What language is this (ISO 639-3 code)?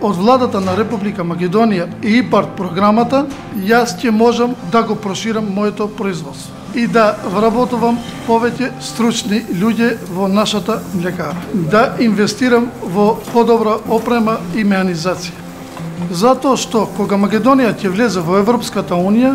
mkd